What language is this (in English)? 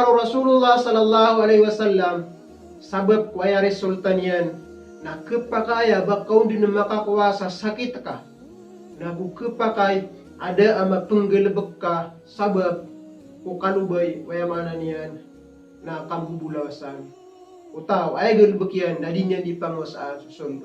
Maranao